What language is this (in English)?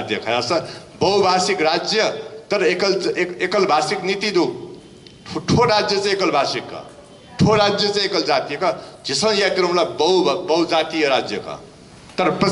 Newari